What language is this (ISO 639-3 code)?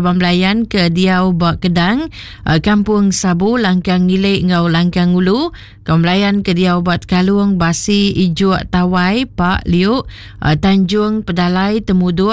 iba